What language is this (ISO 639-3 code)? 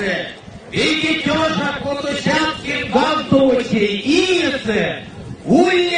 myv